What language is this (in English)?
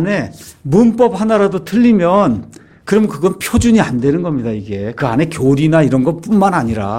Korean